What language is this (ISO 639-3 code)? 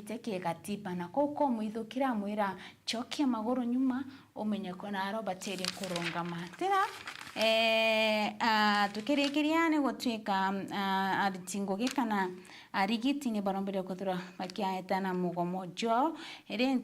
mer